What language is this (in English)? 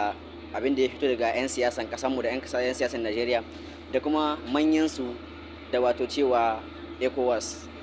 Hausa